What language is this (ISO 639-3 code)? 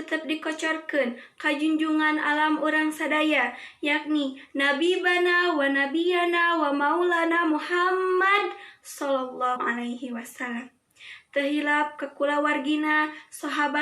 sun